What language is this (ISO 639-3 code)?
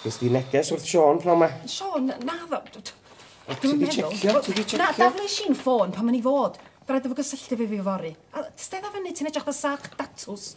cym